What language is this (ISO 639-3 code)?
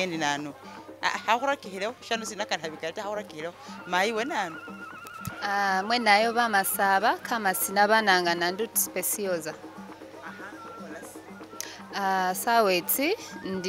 myx